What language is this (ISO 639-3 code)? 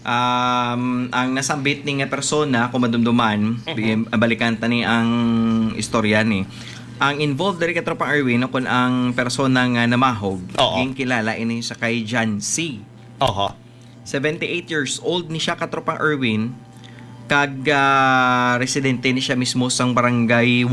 hil